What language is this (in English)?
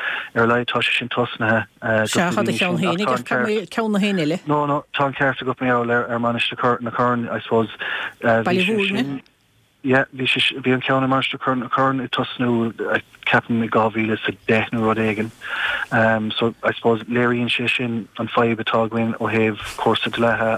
Irish